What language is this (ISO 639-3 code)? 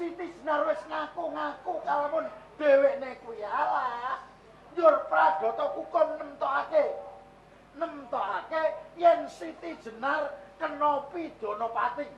jav